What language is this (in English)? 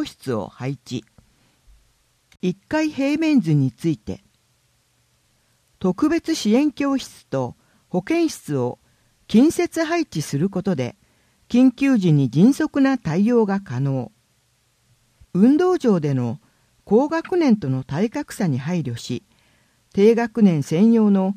Japanese